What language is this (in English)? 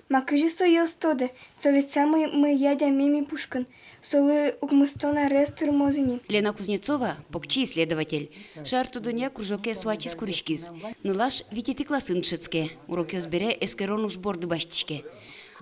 Udmurt